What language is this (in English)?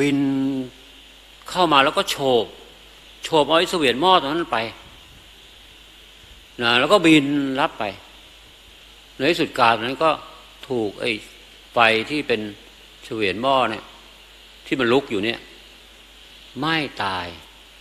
Thai